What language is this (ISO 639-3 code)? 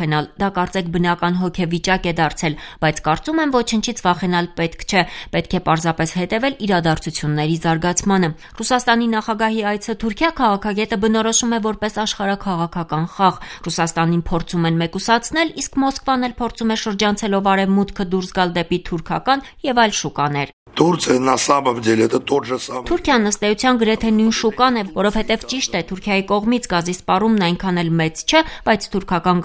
hye